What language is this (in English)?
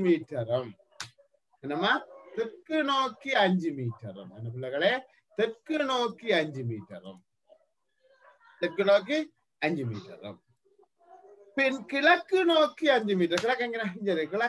Tamil